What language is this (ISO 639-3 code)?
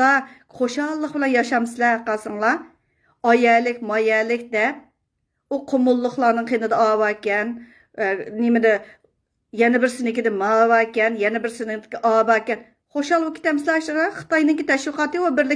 uig